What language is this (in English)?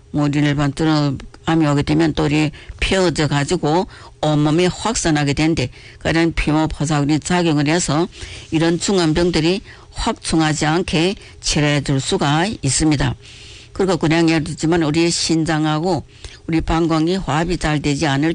Korean